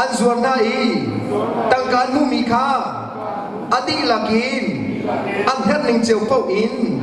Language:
Hakha Chin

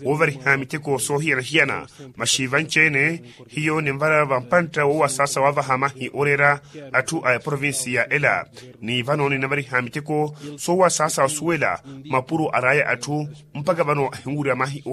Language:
Makhuwa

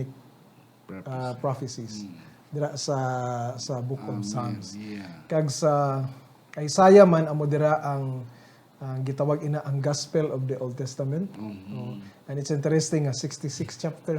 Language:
Hiligaynon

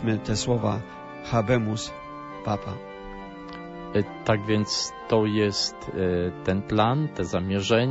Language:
Polish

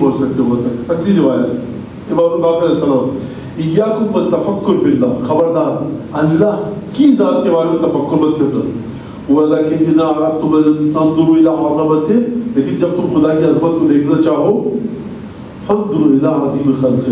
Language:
Urdu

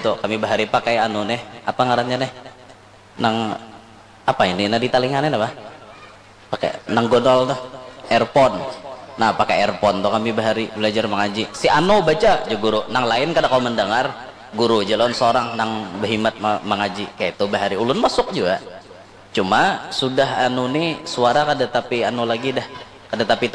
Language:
Banjar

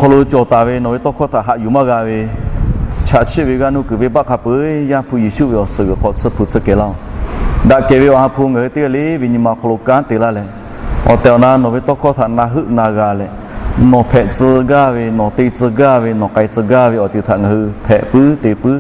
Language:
Lahu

